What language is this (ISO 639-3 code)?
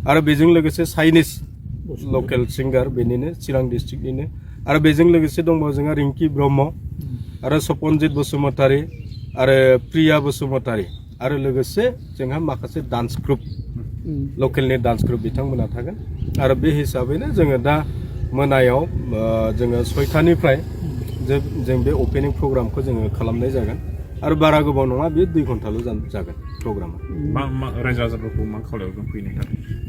brx